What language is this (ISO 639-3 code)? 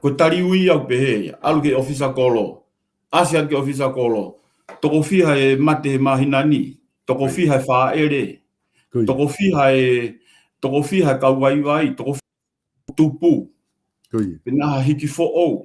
ton